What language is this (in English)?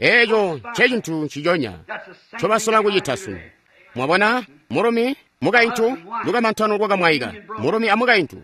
Tonga (Zambia)